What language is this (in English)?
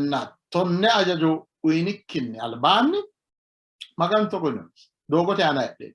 Sidamo